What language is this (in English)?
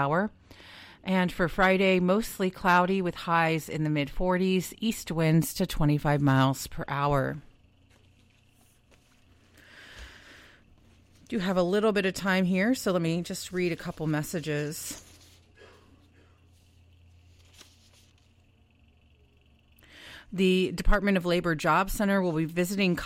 English